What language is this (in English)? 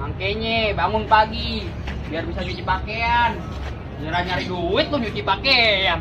Betawi